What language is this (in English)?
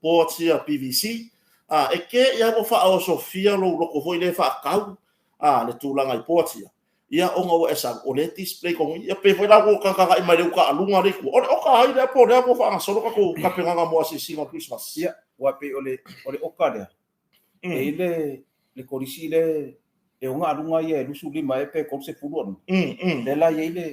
Samoan